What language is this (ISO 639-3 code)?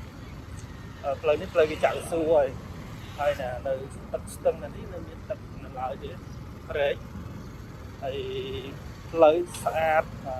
khm